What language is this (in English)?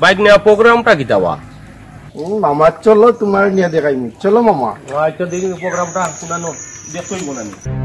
Sylheti